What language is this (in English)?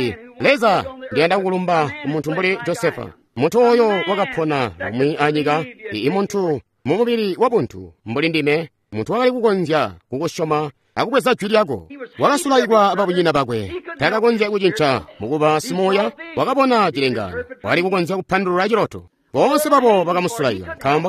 Tonga (Zambia)